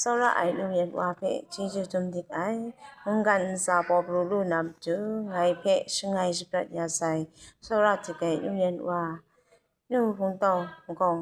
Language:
Kachin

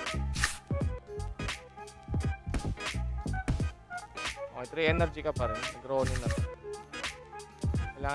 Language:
Filipino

